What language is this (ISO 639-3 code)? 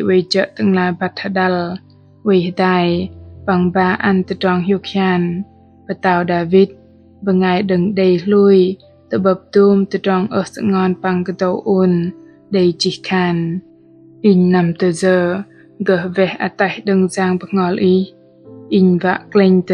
bdq